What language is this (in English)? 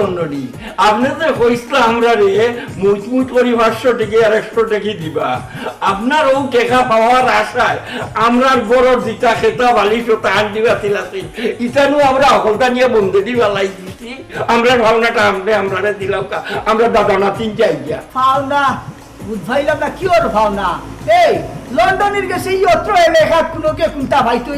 Sylheti